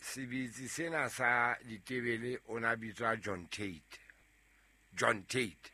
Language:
Southern Sotho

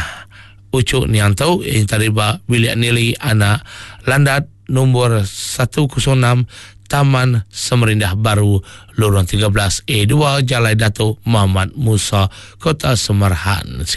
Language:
Iban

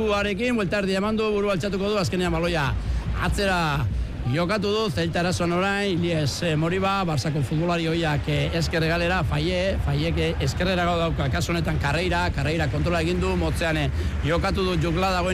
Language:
Basque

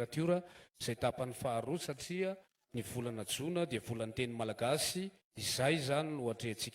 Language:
Malagasy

